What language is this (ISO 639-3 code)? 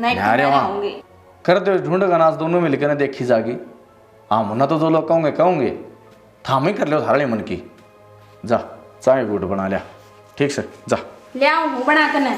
bgc